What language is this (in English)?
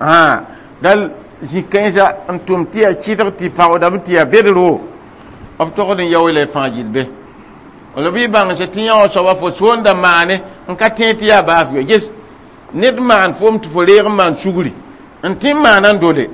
Mossi